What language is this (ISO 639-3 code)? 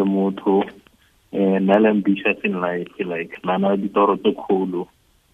tsn